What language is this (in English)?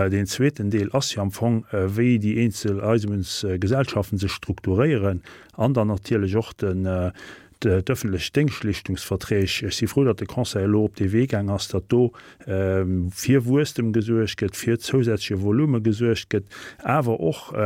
Luxembourgish